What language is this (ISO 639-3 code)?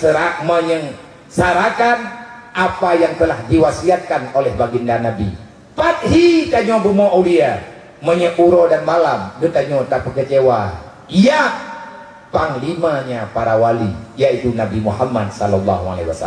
ace